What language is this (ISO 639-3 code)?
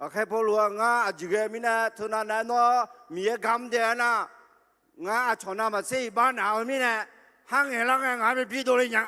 ahk